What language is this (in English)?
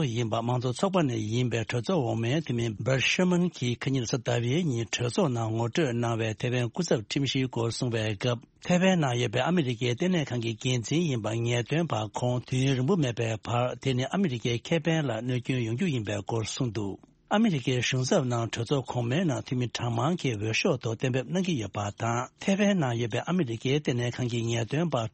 Tibetan